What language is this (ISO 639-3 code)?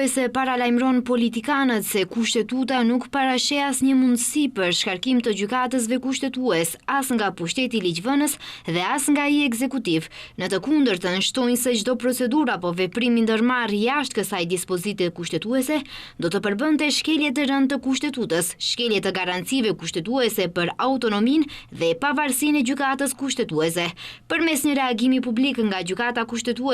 sqi